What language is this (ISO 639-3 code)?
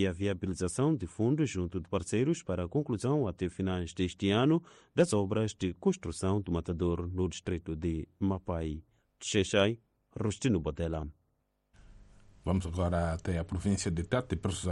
por